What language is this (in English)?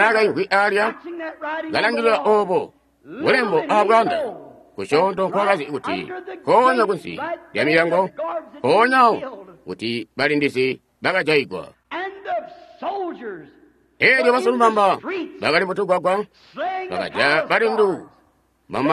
Tonga (Zambia)